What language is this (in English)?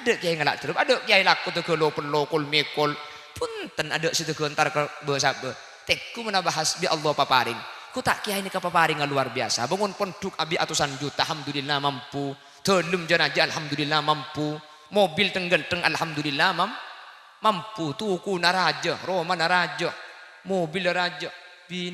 Madurese